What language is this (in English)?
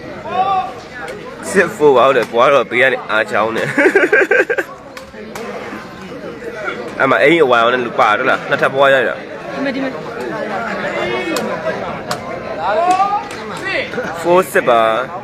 Burmese